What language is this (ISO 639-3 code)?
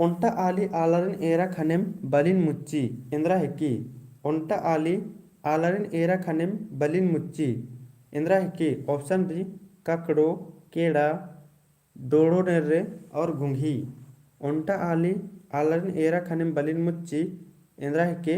kru